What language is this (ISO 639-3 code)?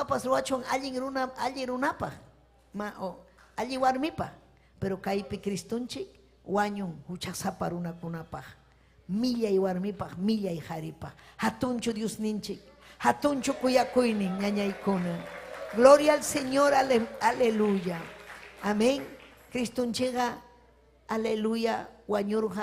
quy